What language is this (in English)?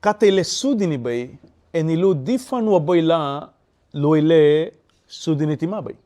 Garifuna